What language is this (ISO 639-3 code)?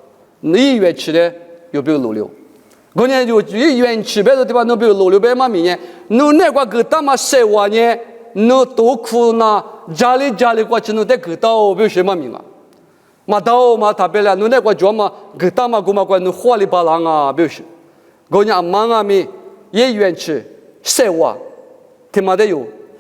lis